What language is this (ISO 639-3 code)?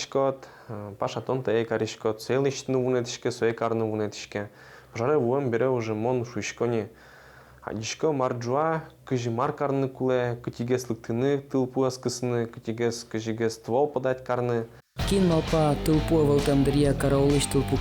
udm